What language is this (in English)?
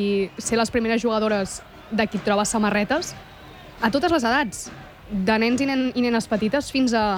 Catalan